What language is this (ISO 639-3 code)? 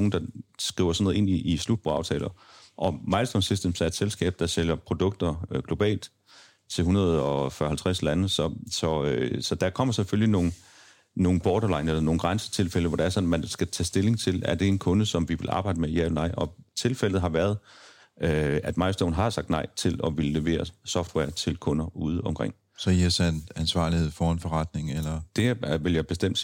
dan